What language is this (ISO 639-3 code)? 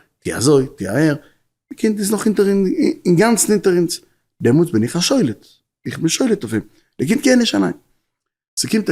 yid